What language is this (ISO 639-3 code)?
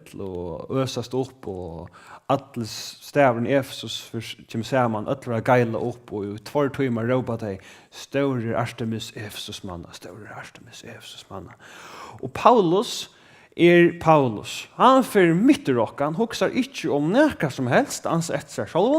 fao